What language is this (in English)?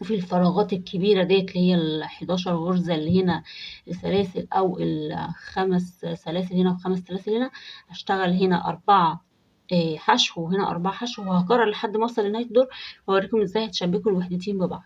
Egyptian Arabic